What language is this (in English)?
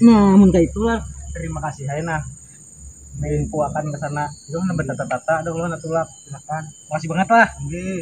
Banjar